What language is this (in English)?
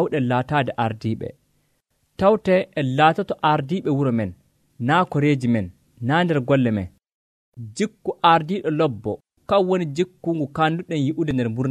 Nigerian Fulfulde